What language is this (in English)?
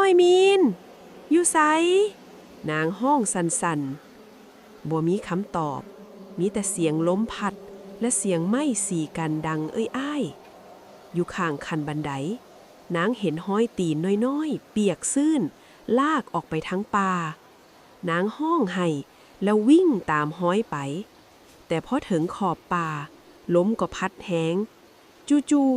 Lao